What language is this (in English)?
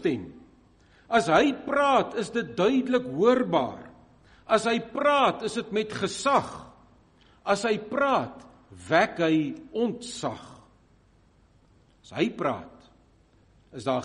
Afrikaans